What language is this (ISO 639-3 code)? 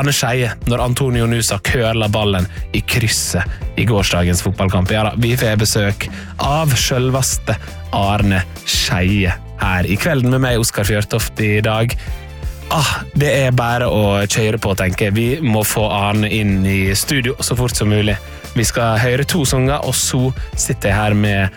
nor